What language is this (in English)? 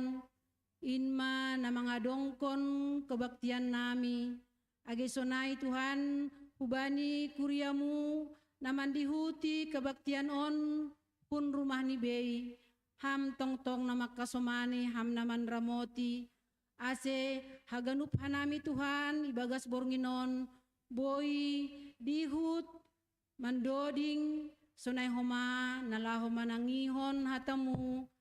Batak Simalungun